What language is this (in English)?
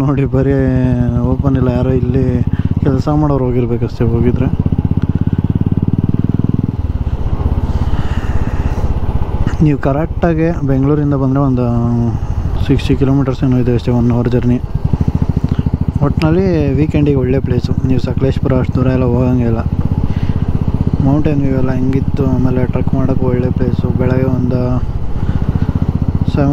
Kannada